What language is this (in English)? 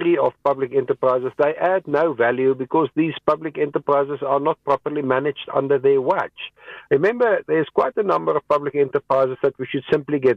English